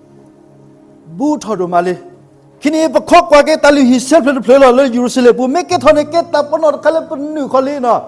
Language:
S'gaw Karen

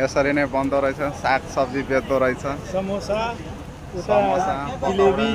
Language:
Nepali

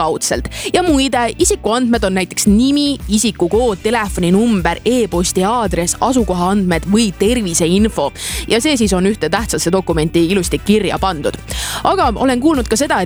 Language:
Estonian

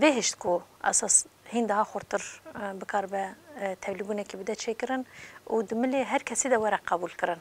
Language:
Kurdish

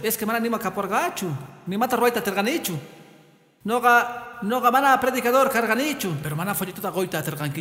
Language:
Quechua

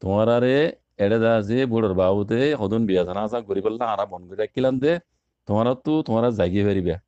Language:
Rohingya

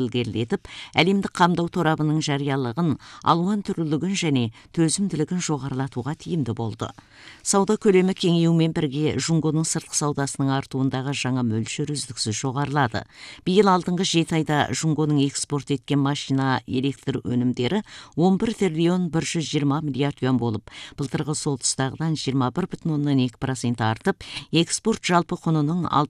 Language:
Kazakh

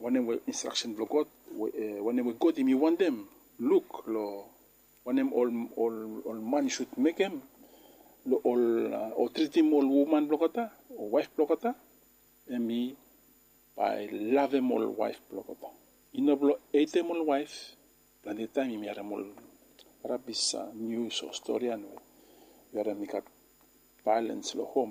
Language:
Bislama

